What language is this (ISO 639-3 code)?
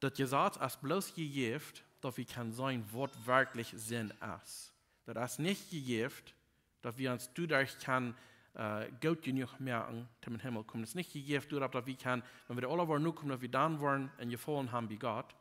pdt